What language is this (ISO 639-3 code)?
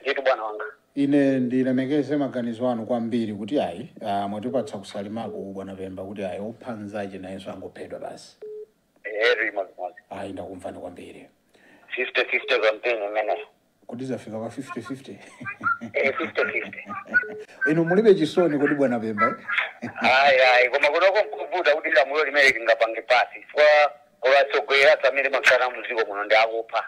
nya